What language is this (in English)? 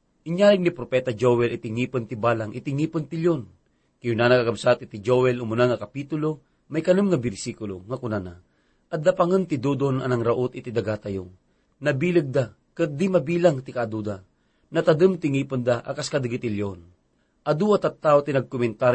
Iloko